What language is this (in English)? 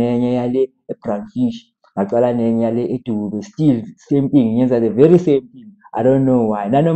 Zulu